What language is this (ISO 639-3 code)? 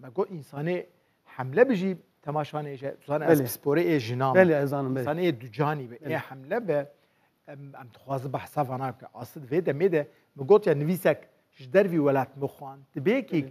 kur